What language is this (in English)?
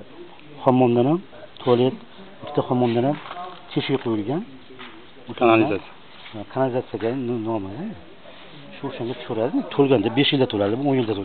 Uzbek